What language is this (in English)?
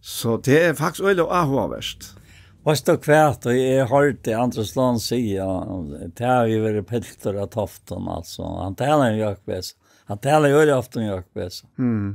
Faroese